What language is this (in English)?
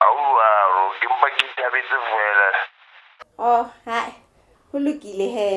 Southern Sotho